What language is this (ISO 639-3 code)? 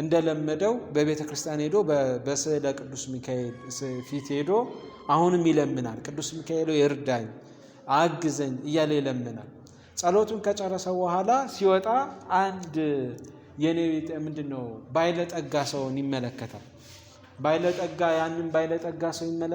amh